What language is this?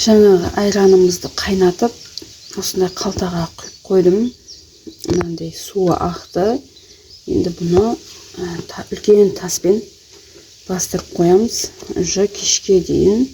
Kazakh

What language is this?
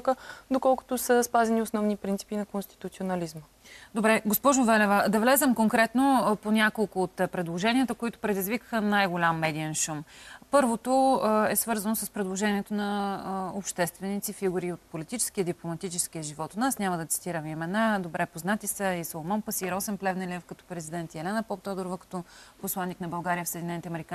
Bulgarian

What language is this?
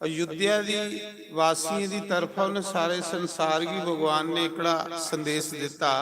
Dogri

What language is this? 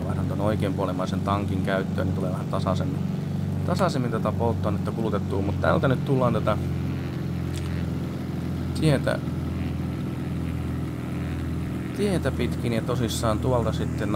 Finnish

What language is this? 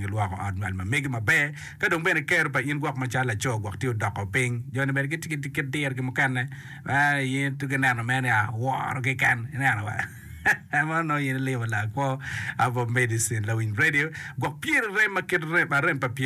Acoli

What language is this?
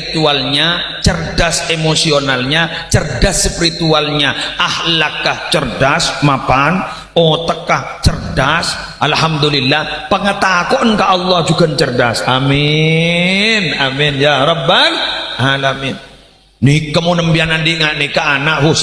Madurese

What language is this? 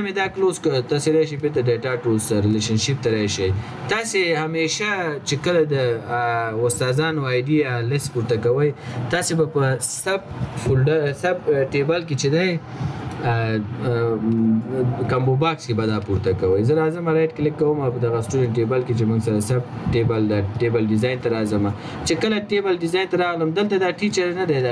Pashto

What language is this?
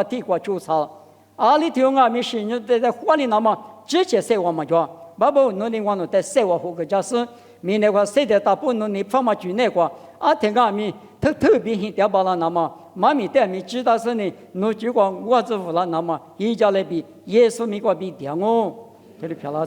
Lisu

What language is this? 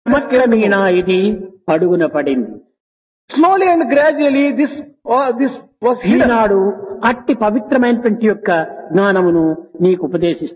Telugu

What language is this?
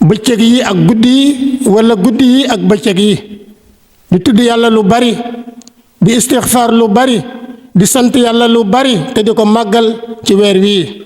Wolof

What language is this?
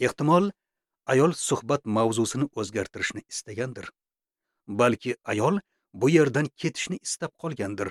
Uzbek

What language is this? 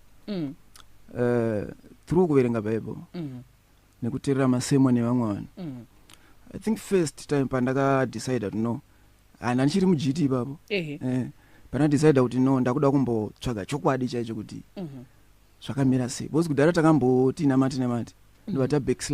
Shona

